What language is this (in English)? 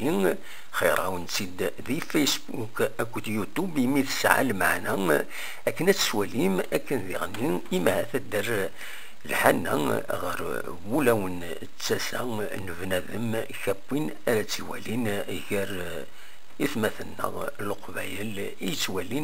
Kabyle